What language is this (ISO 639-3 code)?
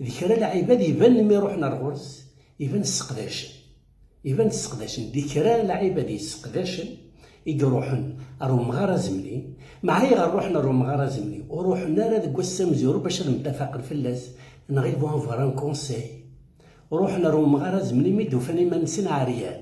kab